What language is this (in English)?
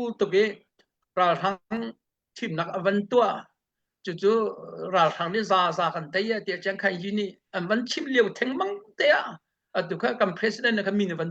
Hakha Chin